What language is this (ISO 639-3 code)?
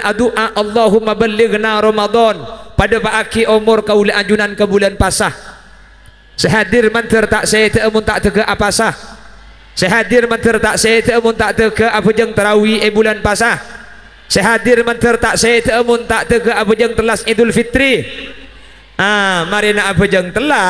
mad